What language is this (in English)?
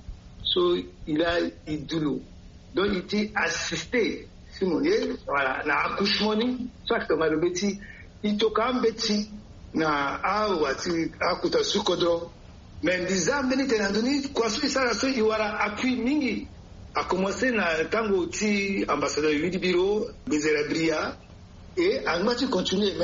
Sango